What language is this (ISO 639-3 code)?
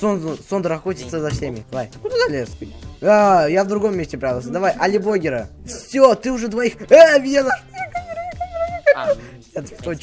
rus